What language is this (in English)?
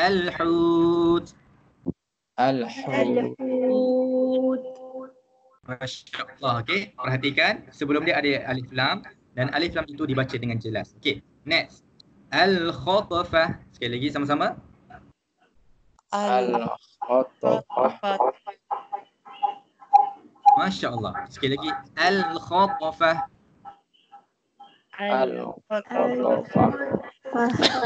Malay